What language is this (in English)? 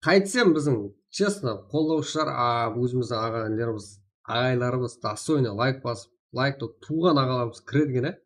Kara-Kalpak